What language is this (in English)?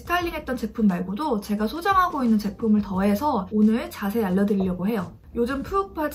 Korean